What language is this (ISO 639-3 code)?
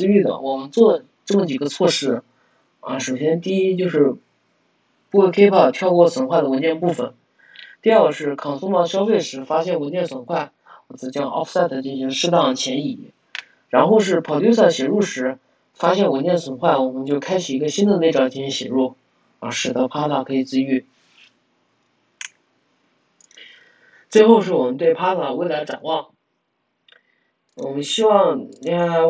zho